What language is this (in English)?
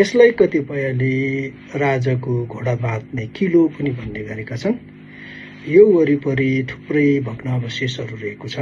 Nepali